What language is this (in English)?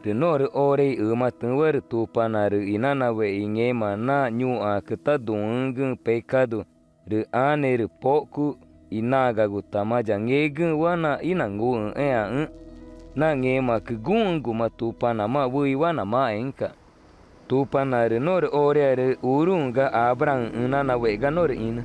Ticuna